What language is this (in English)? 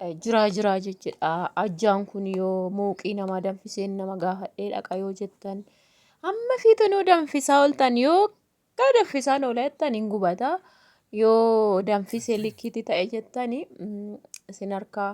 Oromo